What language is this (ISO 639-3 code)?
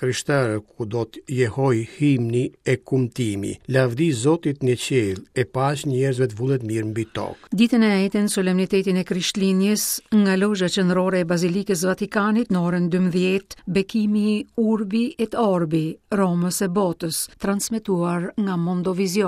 sqi